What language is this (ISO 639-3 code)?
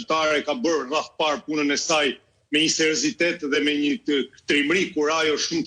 sqi